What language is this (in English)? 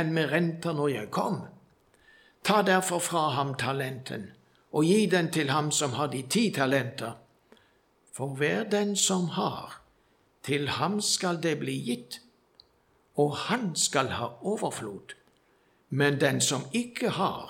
Norwegian